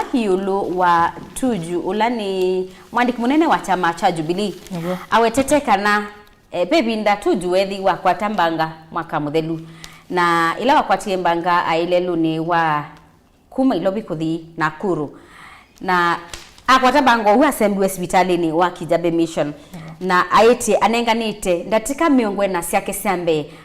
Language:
Kamba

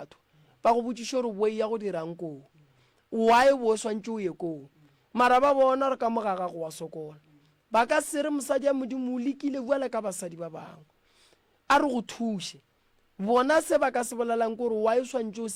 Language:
Northern Sotho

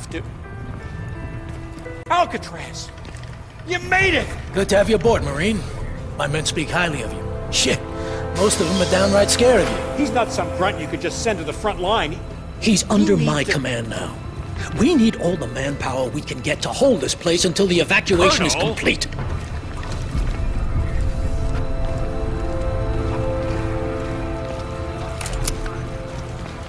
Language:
English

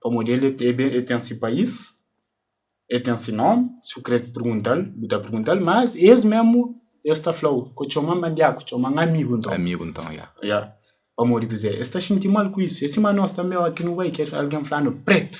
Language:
Kabuverdianu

